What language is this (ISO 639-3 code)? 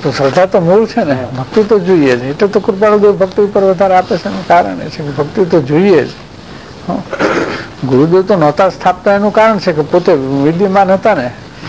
guj